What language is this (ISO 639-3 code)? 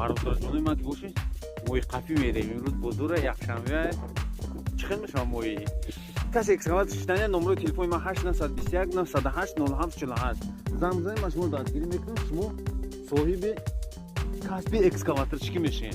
tgk